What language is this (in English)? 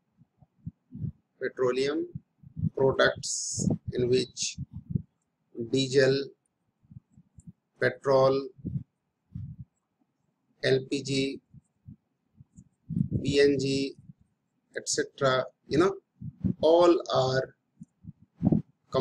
Hindi